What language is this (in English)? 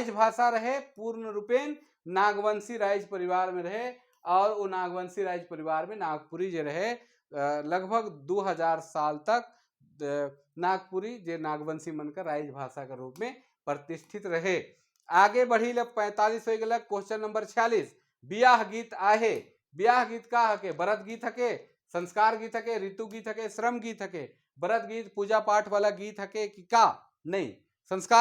Sadri